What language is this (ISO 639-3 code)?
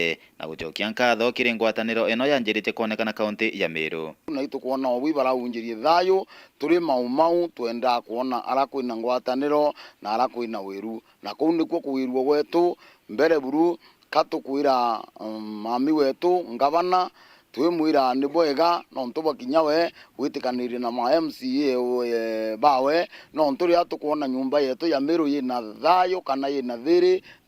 mer